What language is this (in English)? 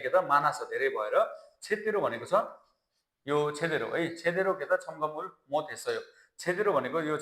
Nepali